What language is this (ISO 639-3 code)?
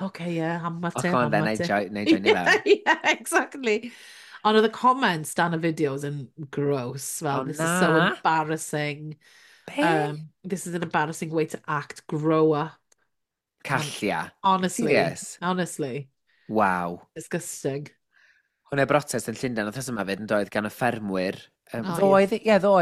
cym